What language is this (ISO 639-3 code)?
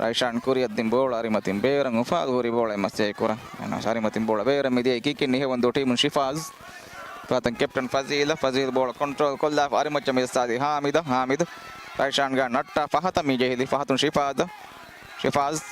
div